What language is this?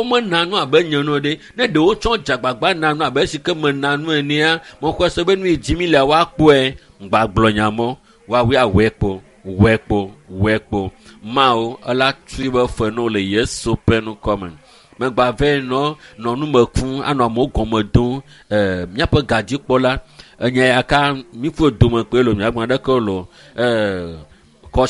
Ewe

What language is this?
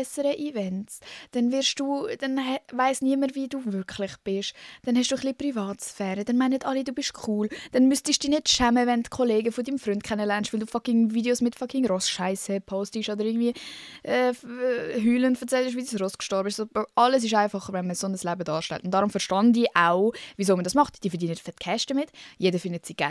Swiss German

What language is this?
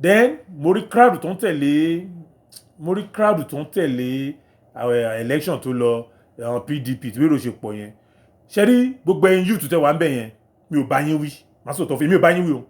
Yoruba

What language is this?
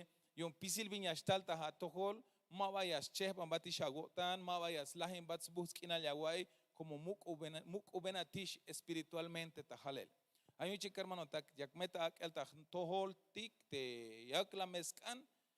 Tzeltal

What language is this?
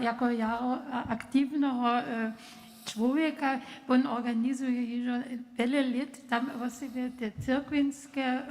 Upper Sorbian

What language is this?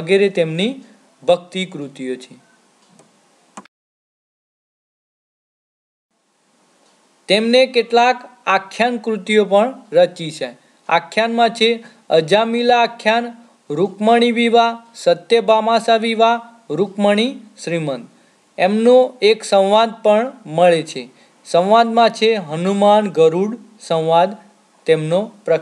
Gujarati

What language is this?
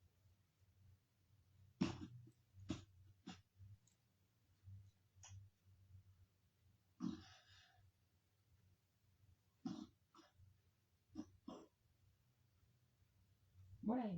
Northeastern Thai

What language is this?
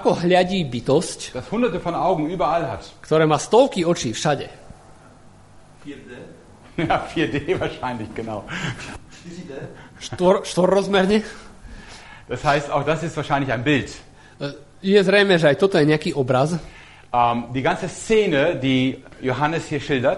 Slovak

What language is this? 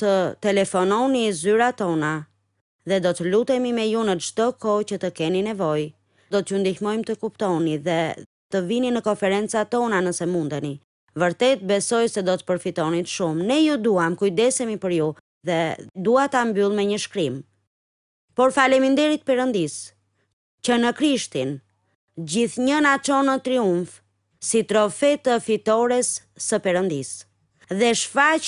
Albanian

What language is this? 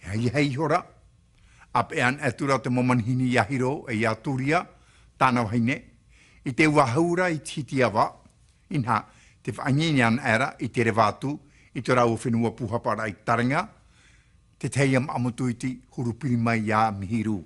Tahitian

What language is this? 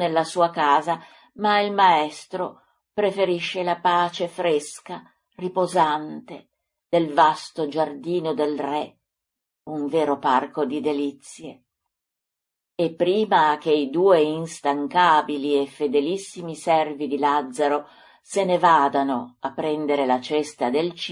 Italian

